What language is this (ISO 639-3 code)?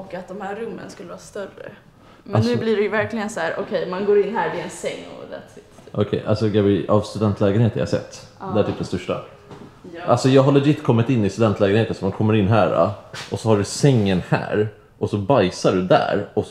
swe